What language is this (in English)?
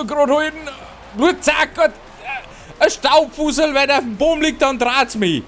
Bavarian